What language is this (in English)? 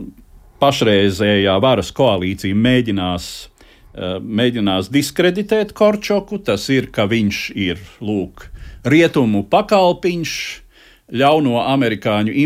Latvian